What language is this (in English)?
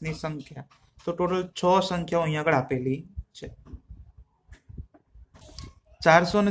Gujarati